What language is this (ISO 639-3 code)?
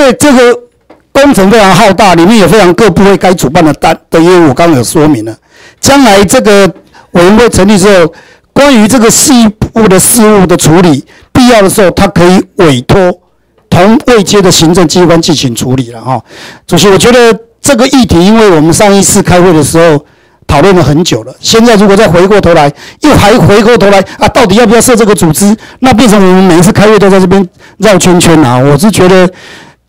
zho